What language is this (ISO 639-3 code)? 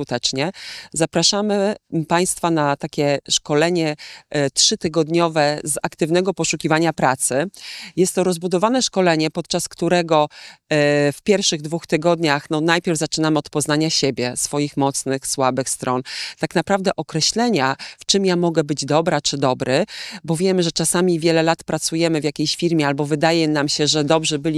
pol